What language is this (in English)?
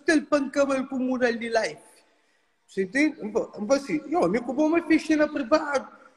Kabuverdianu